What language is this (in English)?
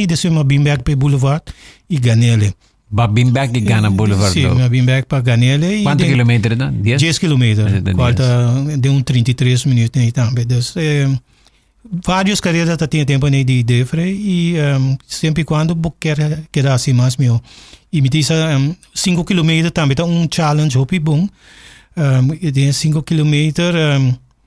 Papiamento